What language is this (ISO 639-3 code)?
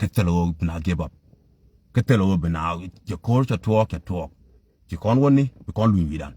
nus